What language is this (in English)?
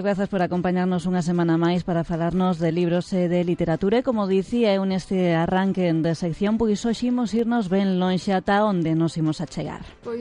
Galician